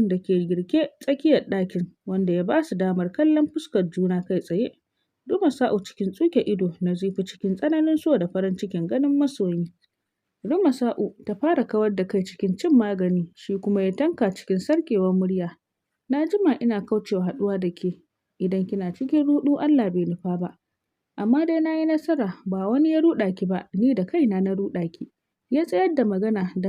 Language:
Hausa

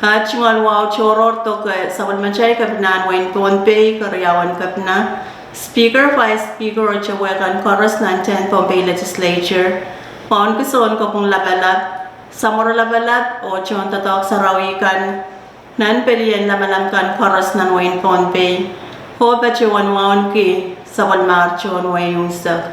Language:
Pohnpeian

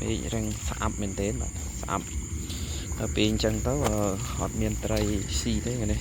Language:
Khmer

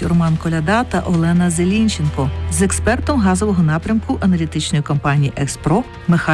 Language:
Ukrainian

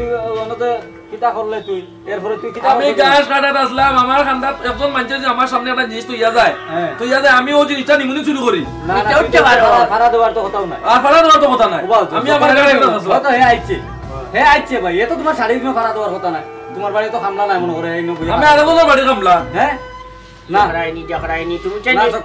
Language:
Sylheti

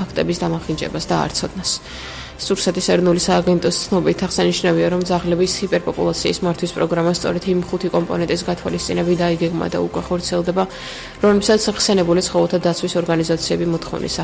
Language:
Georgian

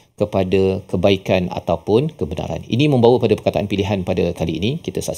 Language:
Malay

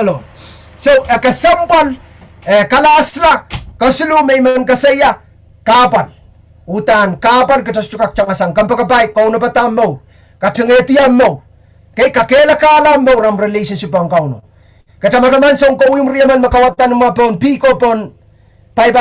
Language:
Pohnpeian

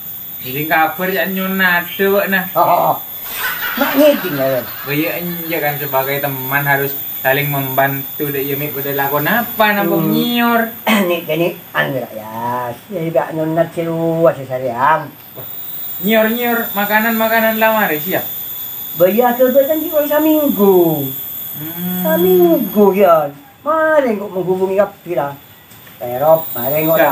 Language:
Madurese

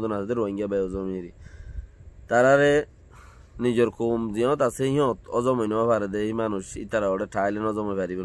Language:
Rohingya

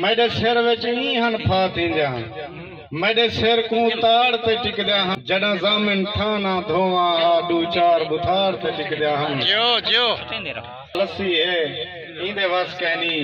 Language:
Saraiki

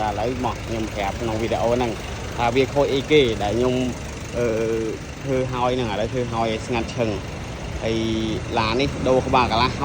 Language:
Khmer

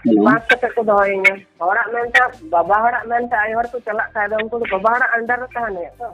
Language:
Santali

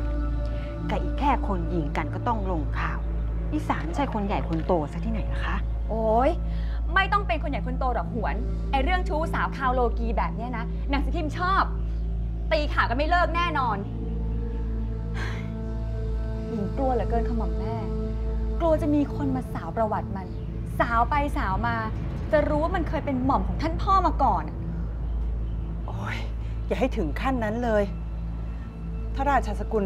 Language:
Thai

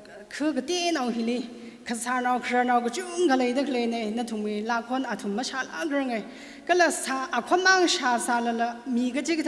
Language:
Tangkhul Naga (India)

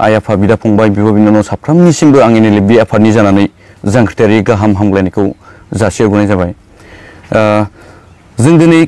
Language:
Bodo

